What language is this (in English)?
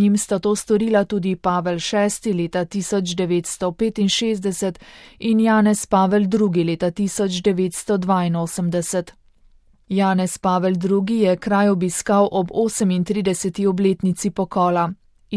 Slovenian